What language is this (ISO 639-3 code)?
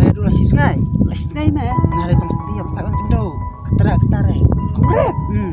kha